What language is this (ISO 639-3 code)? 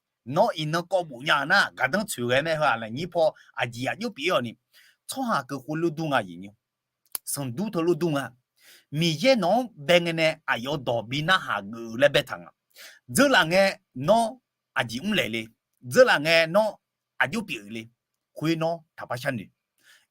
ahk